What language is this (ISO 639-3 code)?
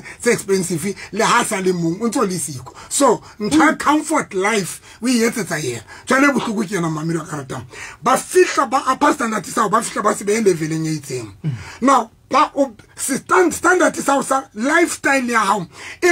sot